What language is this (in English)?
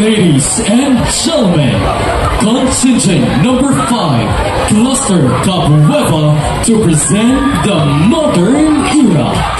Cebuano